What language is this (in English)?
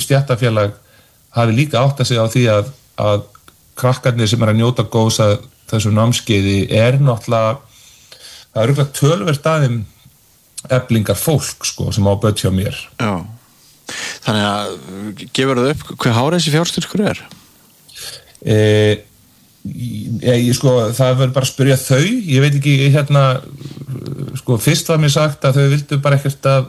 Icelandic